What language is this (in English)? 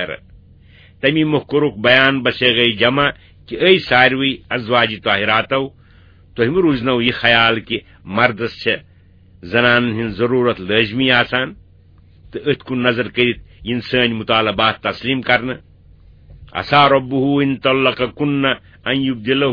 Kashmiri